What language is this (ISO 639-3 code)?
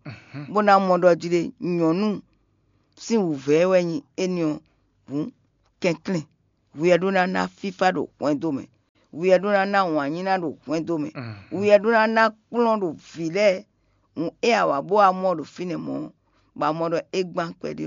fon